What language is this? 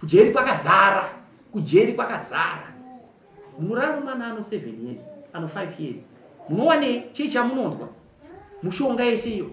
Shona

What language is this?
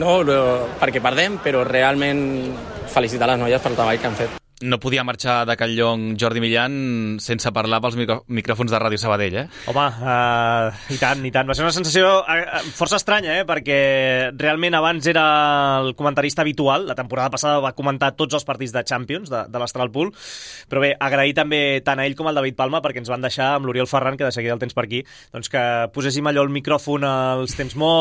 Catalan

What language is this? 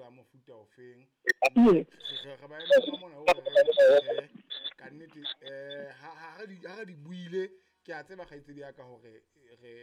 Southern Sotho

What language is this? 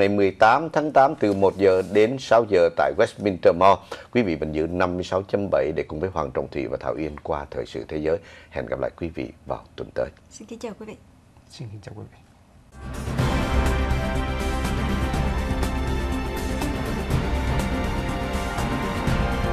Vietnamese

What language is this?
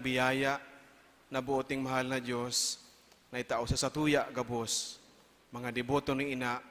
Bikol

